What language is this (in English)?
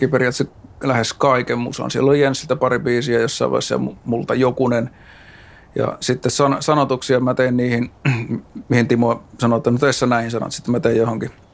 Finnish